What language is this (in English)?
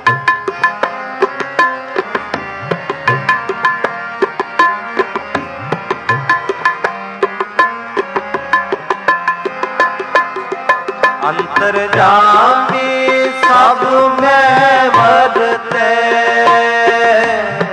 Punjabi